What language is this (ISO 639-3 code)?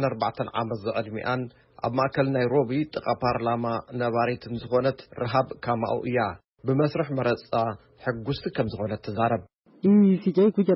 tir